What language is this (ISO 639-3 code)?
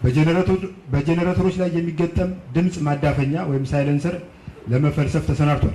amh